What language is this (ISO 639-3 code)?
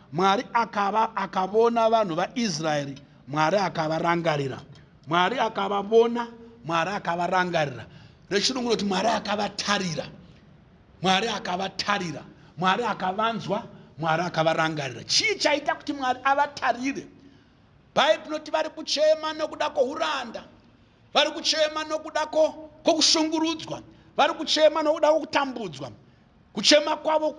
sna